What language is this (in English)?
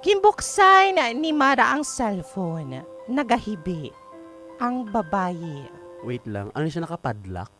Hiligaynon